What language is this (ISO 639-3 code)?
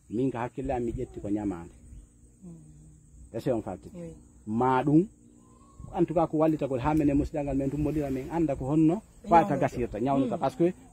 ful